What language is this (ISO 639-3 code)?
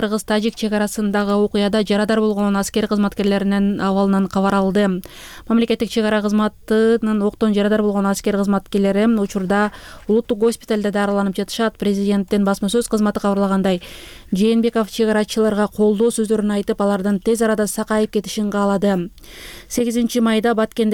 kir